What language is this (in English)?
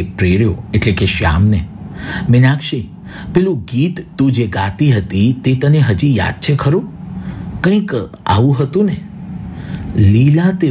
Gujarati